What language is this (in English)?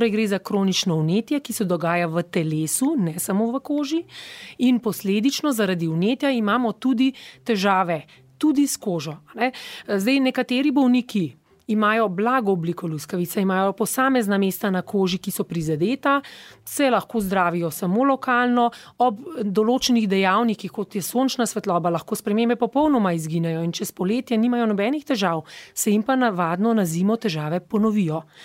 Slovenian